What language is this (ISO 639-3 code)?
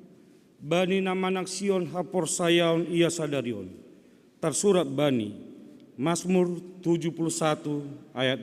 bts